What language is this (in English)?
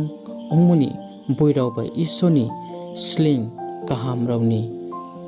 Riang (India)